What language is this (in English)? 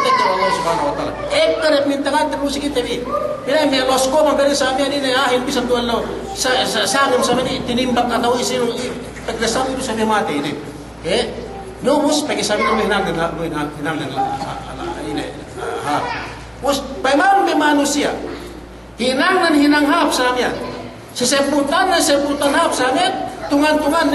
Yakan